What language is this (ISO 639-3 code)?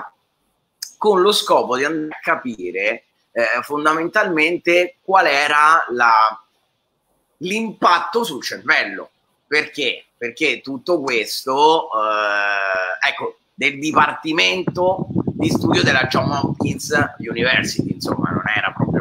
ita